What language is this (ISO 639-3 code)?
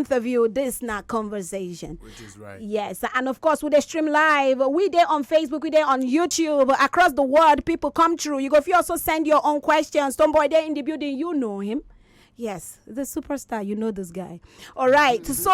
pcm